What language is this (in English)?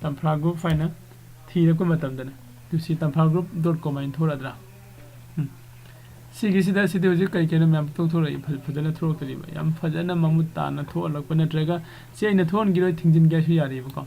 Manipuri